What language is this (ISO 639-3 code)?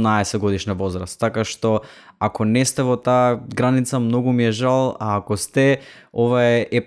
mkd